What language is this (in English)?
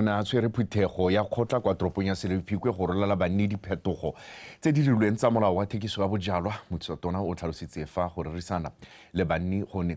Tswana